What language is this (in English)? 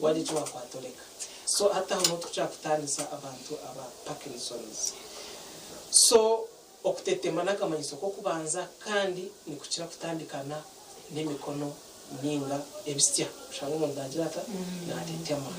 Nyankole